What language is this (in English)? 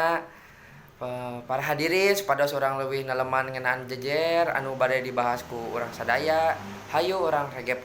Sundanese